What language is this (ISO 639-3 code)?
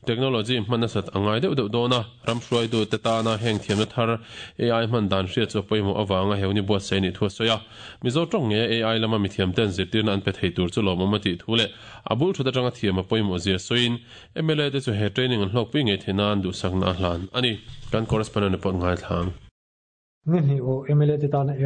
lus